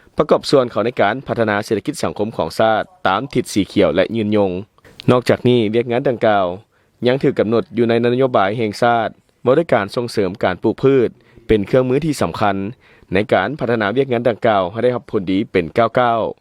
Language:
Lao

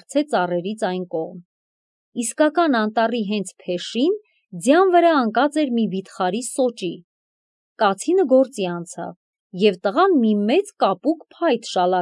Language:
Armenian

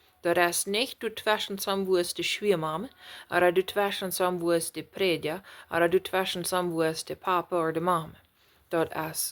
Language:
Plautdietsch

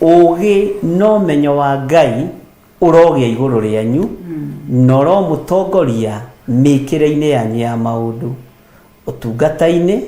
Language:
Kikuyu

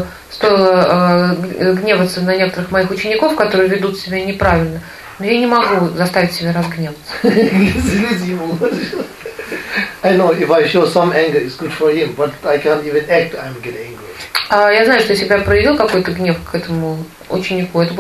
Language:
Russian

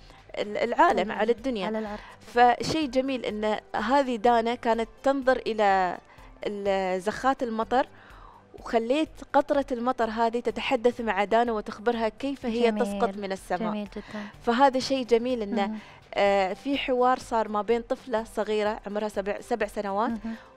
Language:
Arabic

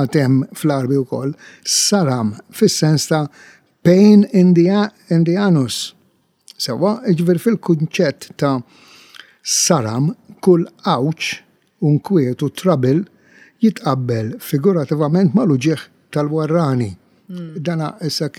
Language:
Maltese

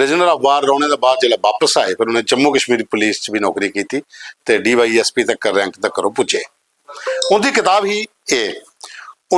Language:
Dogri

